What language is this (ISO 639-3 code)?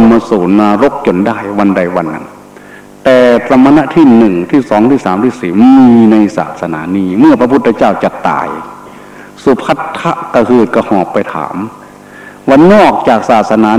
tha